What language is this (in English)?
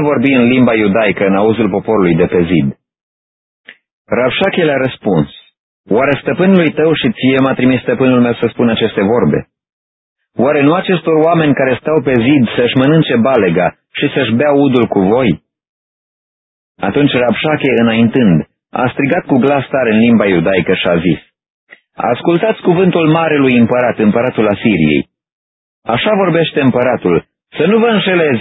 Romanian